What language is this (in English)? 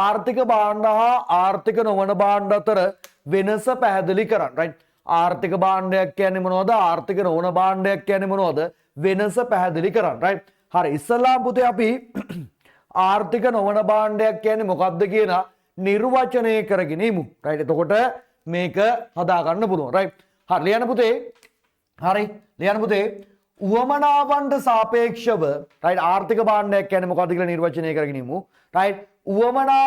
Sinhala